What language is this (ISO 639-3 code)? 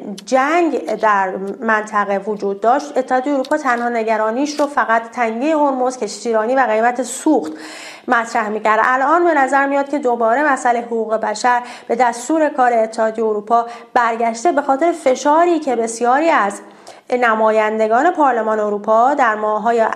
fas